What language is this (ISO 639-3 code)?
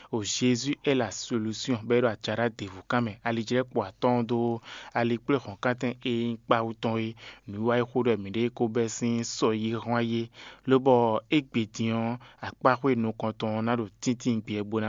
fon